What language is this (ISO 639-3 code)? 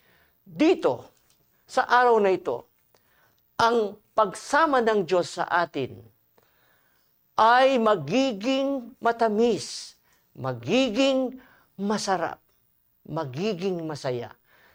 fil